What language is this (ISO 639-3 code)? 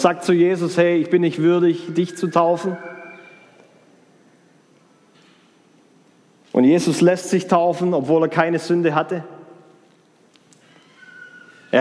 deu